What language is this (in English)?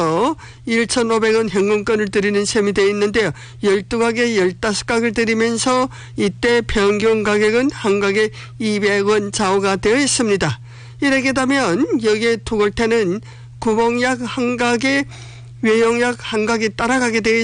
Korean